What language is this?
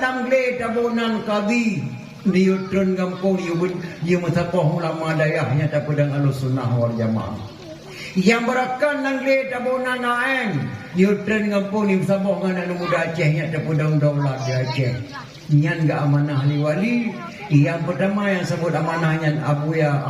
Achinese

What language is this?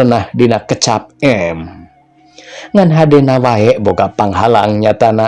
Sundanese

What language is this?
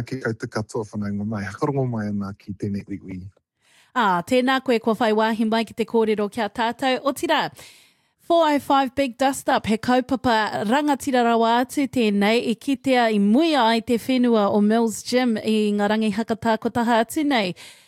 Māori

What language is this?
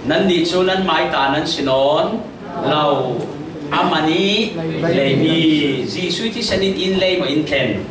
Falam Chin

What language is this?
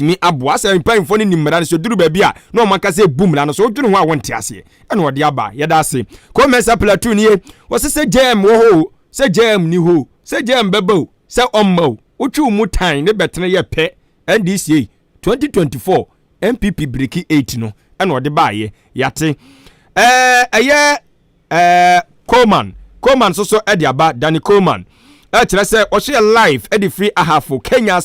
Akan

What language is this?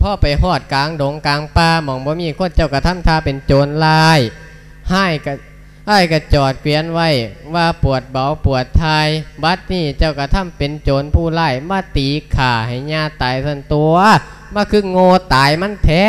Lao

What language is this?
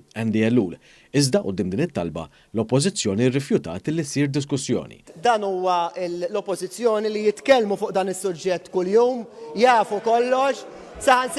Maltese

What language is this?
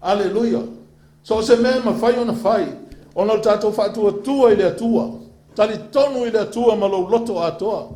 Samoan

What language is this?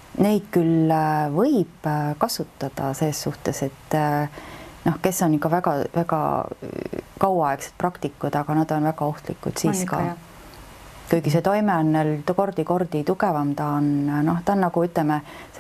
Estonian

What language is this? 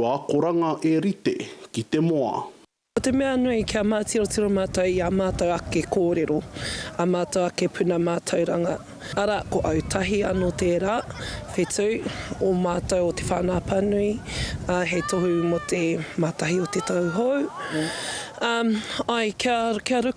Māori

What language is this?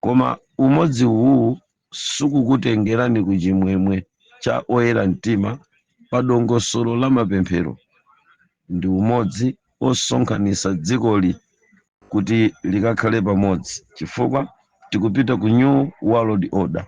Nyanja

